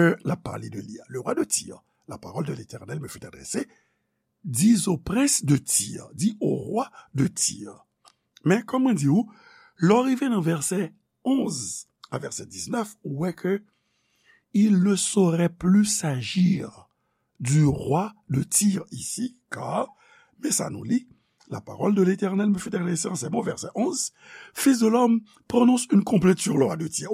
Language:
Haitian Creole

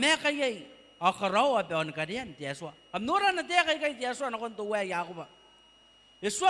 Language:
Gilbertese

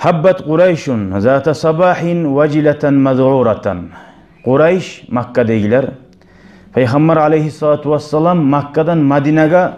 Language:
Kumyk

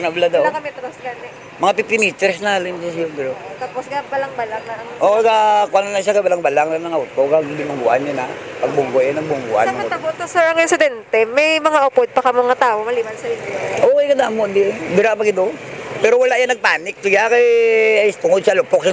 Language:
Hiligaynon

